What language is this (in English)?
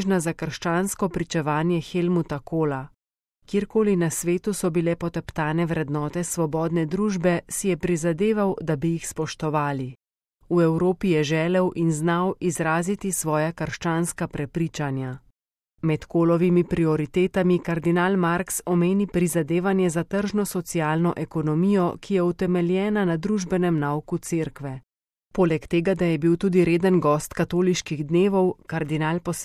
Slovenian